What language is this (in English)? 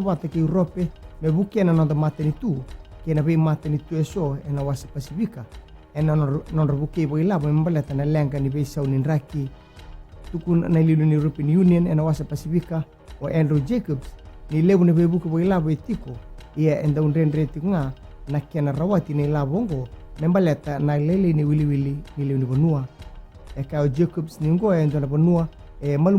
Fijian